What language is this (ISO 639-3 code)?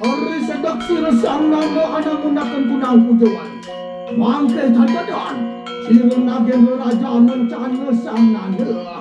ban